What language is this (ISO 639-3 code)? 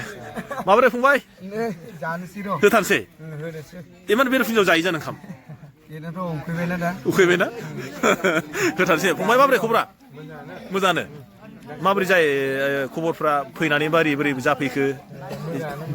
brx